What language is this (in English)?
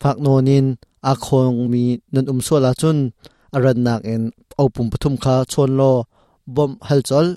Hakha Chin